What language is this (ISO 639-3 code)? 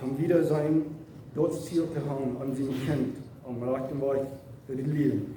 pdt